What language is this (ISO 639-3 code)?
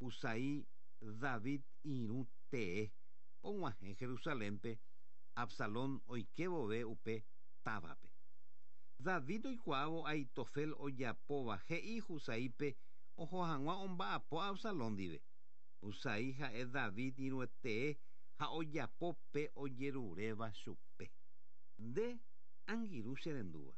grn